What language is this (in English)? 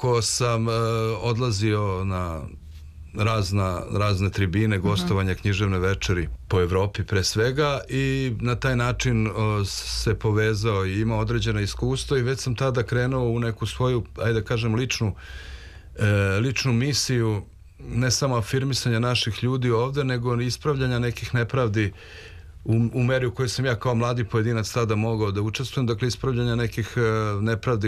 Serbian